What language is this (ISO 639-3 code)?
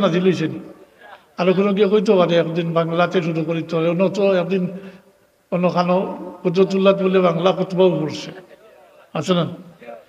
syl